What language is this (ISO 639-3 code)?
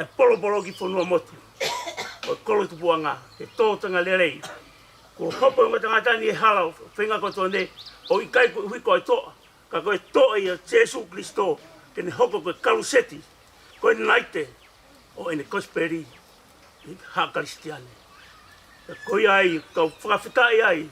ton